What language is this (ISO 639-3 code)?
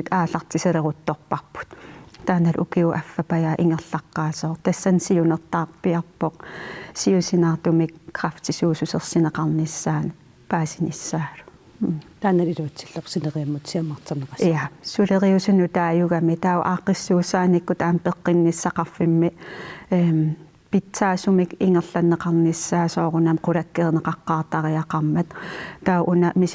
kal